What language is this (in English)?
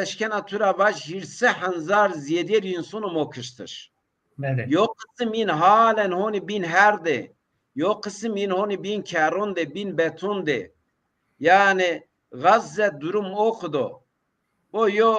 Zaza